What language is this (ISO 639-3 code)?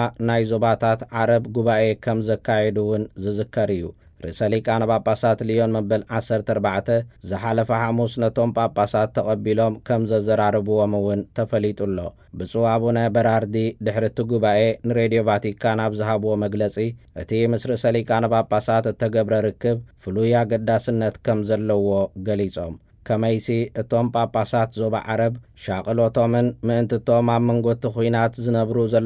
tir